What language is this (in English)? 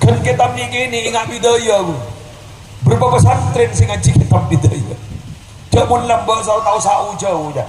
Madurese